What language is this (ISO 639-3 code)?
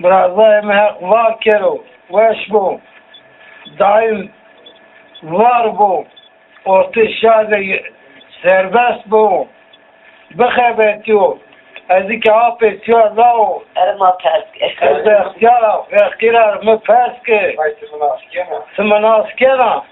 zza